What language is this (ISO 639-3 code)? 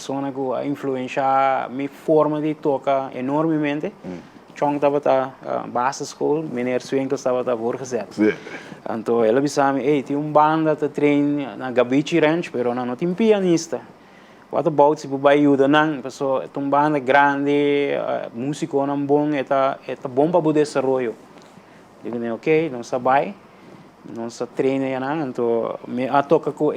pap